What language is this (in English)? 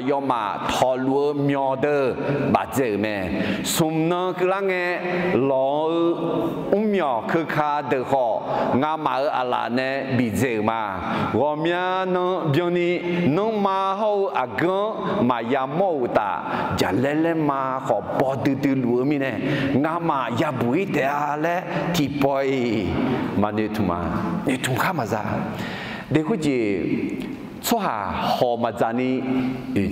Akha